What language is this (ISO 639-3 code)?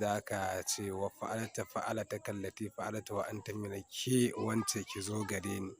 hau